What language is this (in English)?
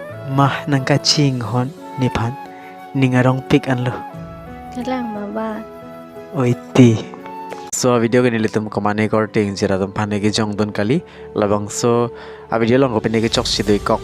Karbi